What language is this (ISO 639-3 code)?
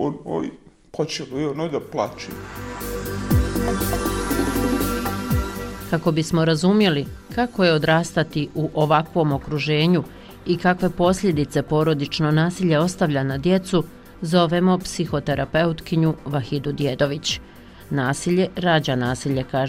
bos